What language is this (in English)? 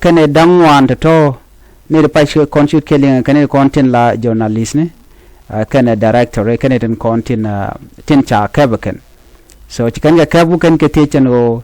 Nuer